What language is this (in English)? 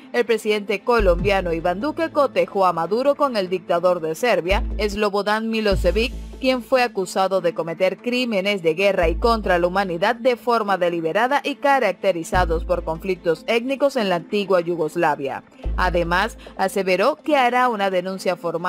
Spanish